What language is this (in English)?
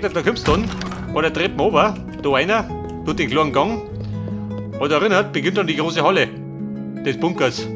Bavarian